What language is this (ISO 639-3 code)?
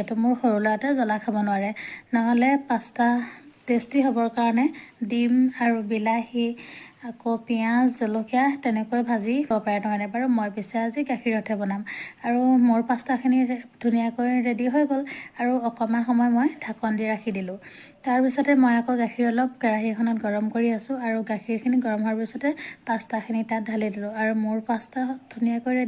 asm